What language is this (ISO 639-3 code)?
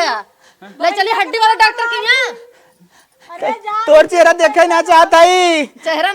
awa